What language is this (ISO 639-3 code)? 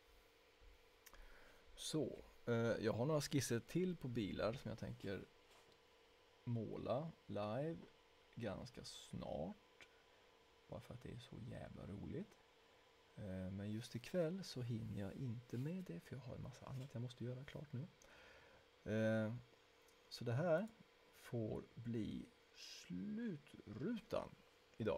swe